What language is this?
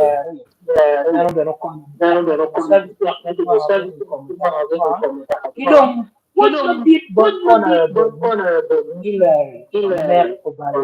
Acoli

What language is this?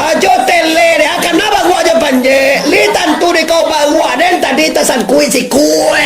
Minangkabau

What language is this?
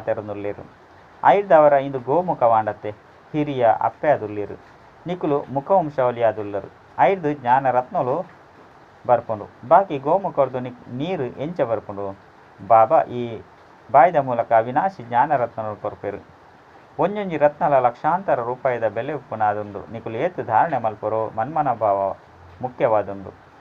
Tulu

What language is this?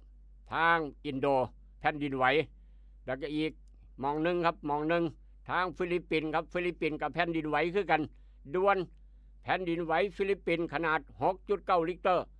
Northeastern Thai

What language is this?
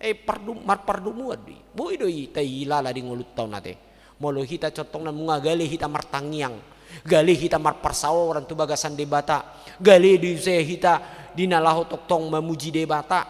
Batak Toba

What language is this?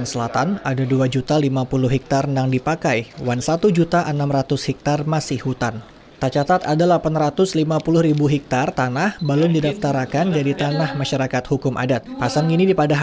Banjar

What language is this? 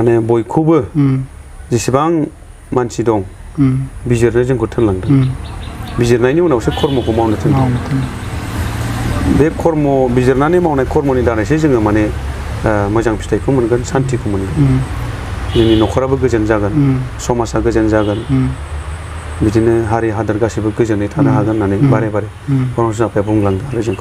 Bodo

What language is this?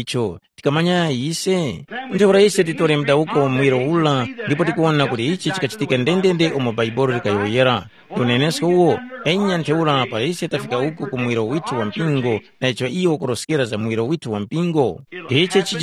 Tumbuka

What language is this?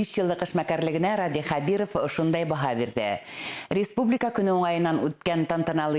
Bashkir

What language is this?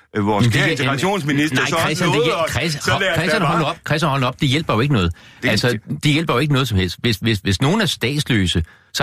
Danish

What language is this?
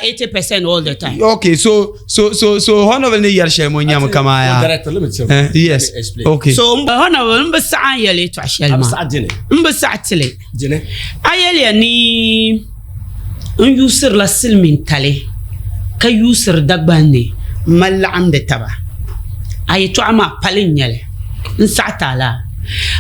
Dagbani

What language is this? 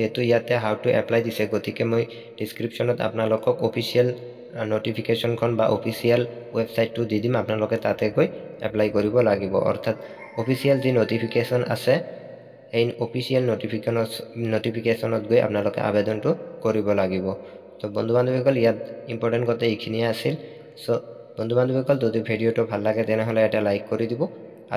Assamese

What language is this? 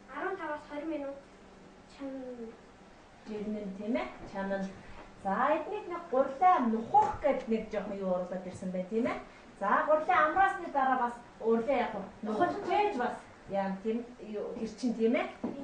Mongolian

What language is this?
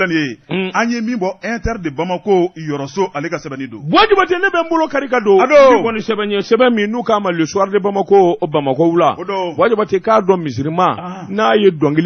Bambara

